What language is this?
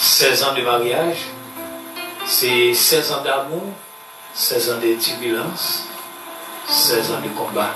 Haitian Creole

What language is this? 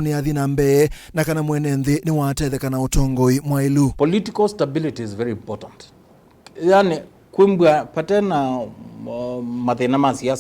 Kamba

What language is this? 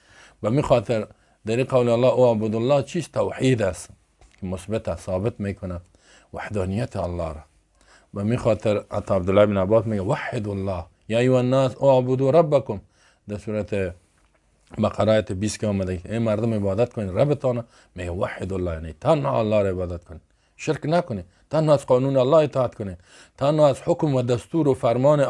Persian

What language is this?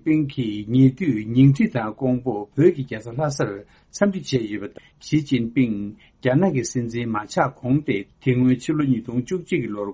Tibetan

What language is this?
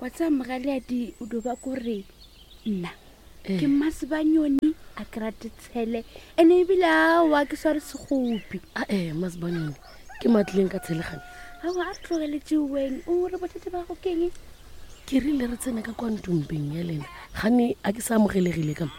Northern Sotho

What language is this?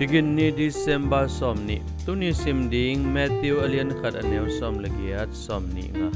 Tedim Chin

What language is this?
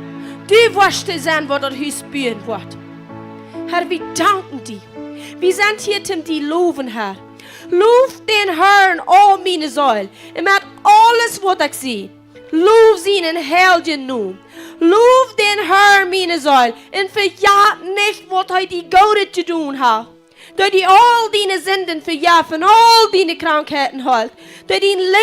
Plautdietsch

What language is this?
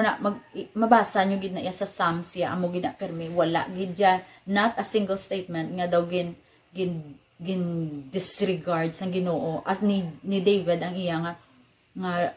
Hiligaynon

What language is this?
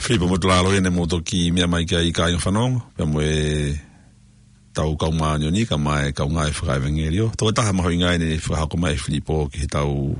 Tongan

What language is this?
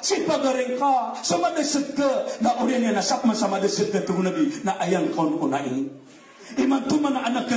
Maranao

